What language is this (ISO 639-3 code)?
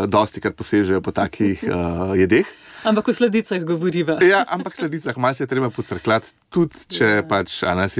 slv